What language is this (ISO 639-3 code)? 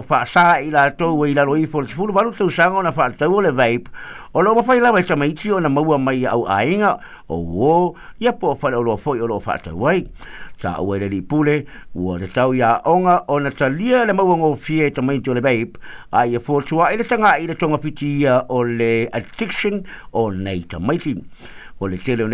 smo